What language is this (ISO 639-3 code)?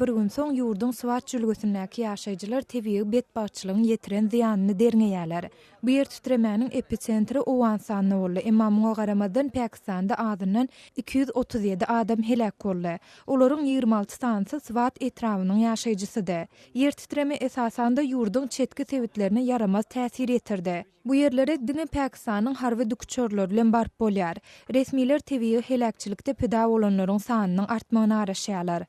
tuk